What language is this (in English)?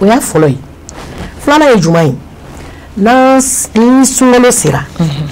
Bambara